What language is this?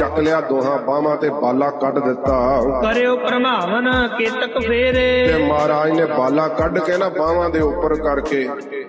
Punjabi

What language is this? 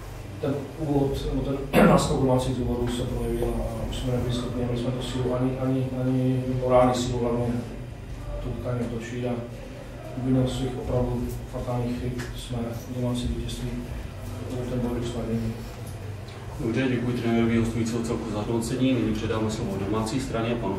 Czech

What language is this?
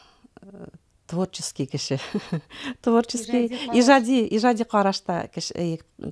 Bashkir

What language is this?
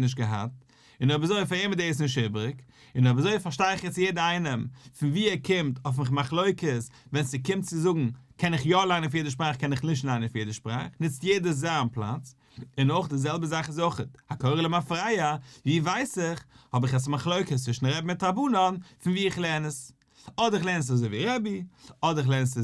Yiddish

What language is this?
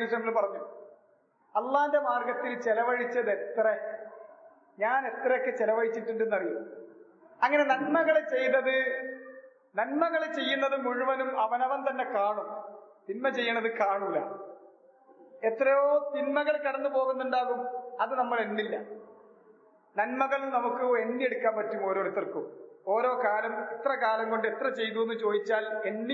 Malayalam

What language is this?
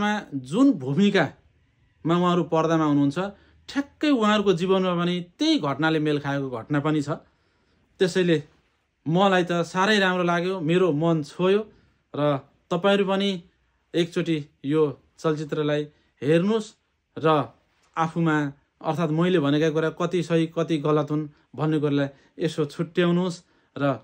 Nepali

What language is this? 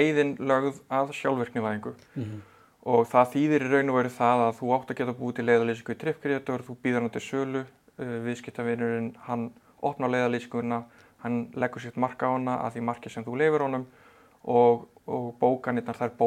Icelandic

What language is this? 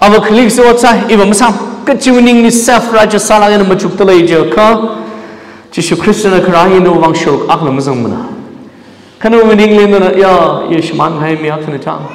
Tangkhul Naga (India)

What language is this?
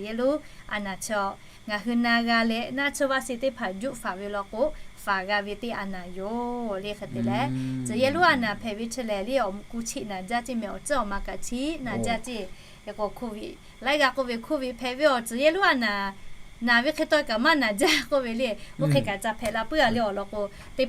Lahu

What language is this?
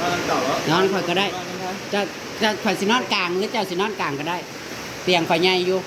Northeastern Thai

